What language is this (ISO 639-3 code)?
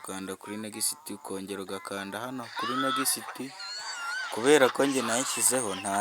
kin